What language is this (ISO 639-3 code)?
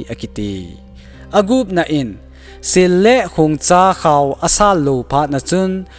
tcz